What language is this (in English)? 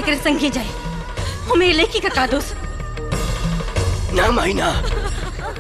Bhojpuri